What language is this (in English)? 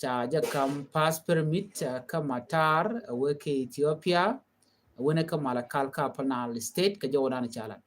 Nuer